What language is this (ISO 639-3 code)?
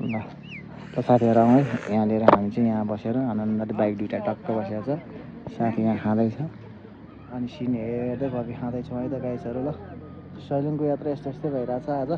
nep